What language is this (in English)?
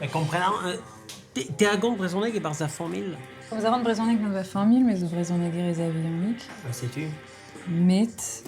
Breton